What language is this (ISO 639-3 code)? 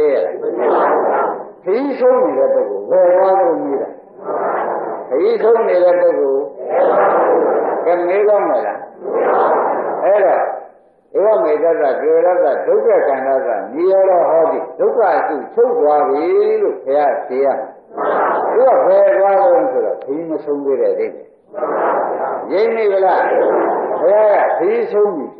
mya